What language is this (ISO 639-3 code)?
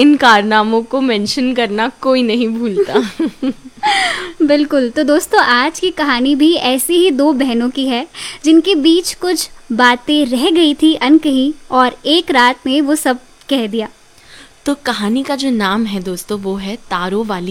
hin